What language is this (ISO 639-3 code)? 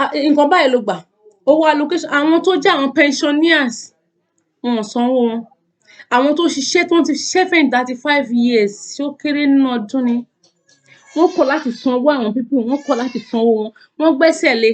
yor